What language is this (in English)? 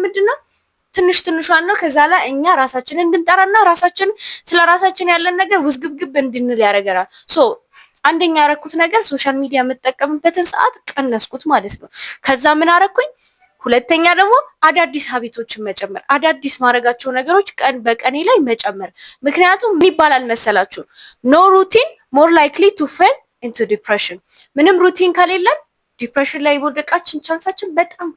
Amharic